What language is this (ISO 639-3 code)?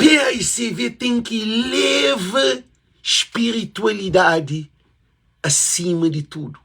kea